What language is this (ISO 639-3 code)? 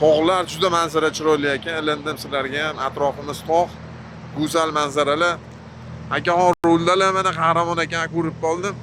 uzb